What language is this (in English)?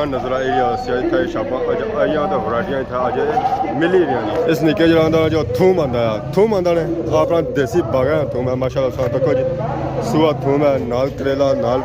Pahari-Potwari